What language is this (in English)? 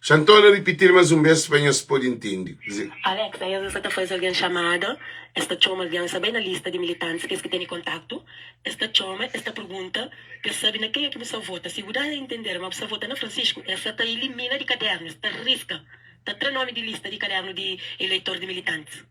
Kabuverdianu